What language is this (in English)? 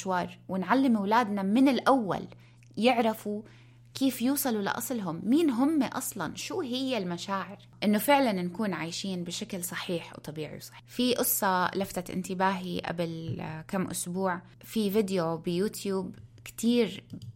North Levantine Arabic